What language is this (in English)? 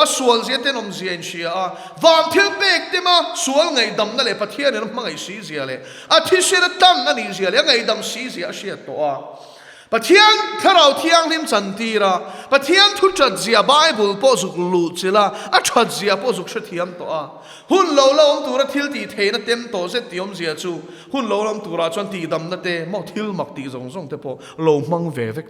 Mizo